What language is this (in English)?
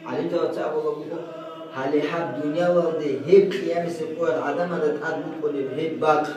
Avaric